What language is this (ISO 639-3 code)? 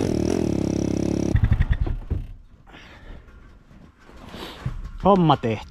fin